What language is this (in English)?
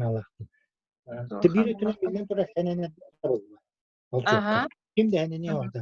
Yakut